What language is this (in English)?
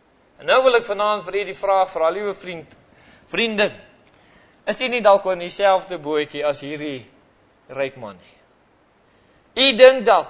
Afrikaans